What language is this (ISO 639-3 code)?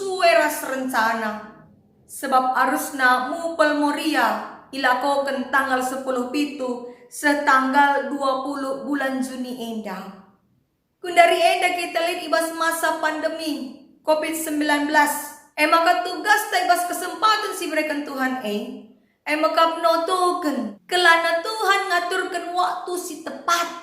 btx